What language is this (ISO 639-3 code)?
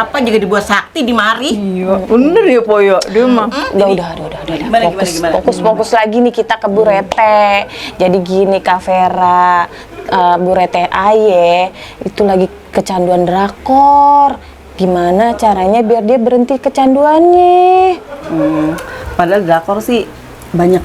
bew